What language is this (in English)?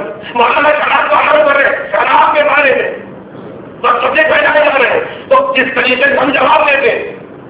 Urdu